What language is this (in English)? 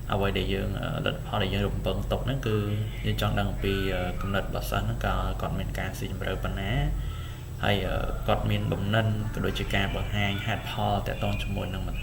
Khmer